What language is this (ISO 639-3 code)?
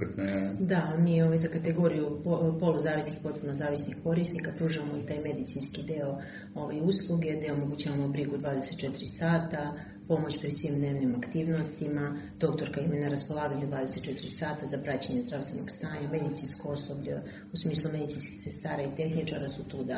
srp